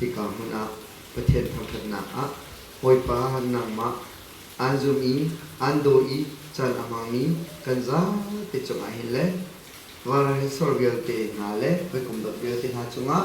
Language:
Hakha Chin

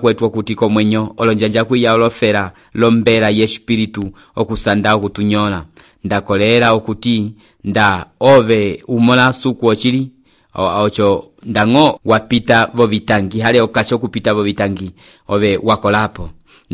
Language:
Umbundu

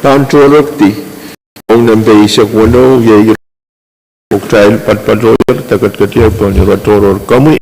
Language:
Pohnpeian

